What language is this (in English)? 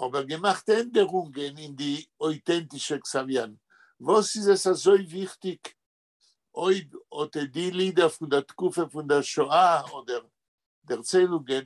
Yiddish